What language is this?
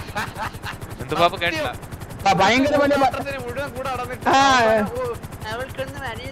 Malayalam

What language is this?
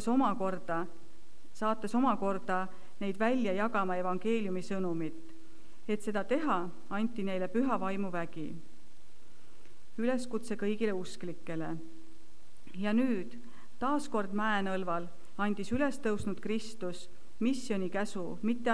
Estonian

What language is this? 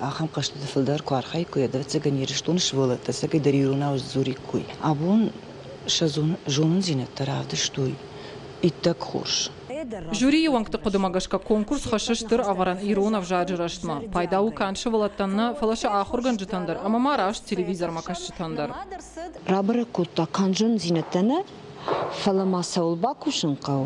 Ossetic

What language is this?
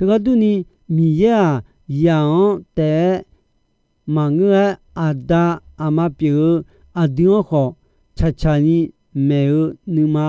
Akha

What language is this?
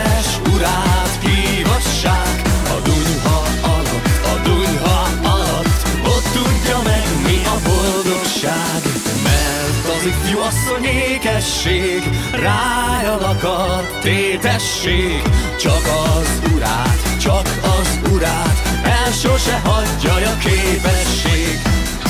Hungarian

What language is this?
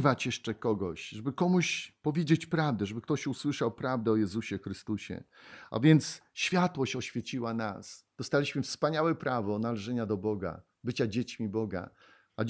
Polish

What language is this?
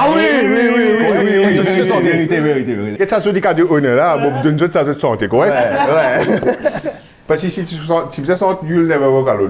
Morisyen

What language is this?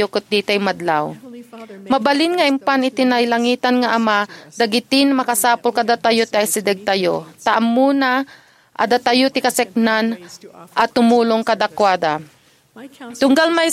Iloko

